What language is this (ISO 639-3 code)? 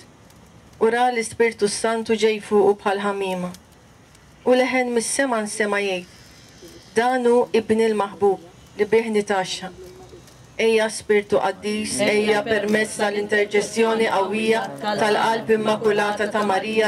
mlt